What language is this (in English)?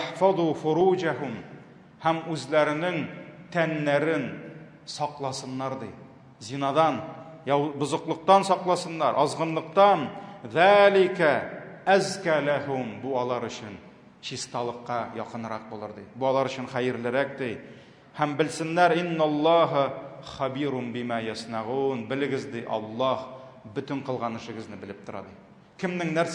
Tatar